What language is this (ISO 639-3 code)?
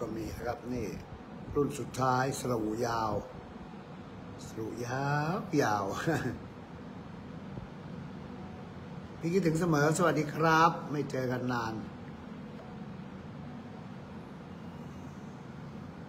tha